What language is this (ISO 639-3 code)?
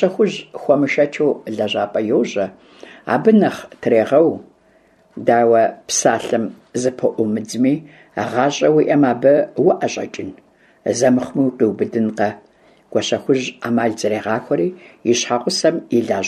kbd